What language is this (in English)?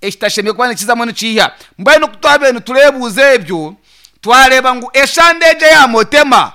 Nyankole